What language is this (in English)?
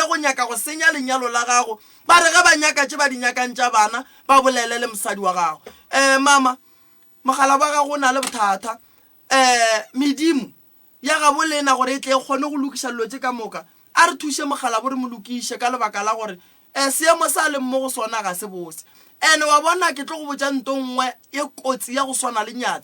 Northern Sotho